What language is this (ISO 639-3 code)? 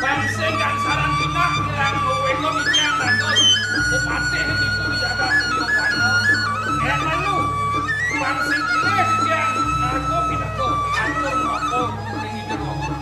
ban